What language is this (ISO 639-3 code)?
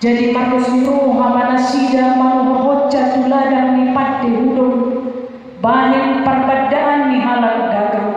bbc